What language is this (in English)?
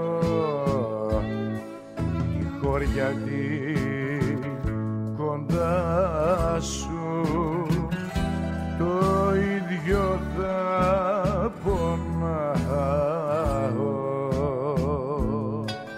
Greek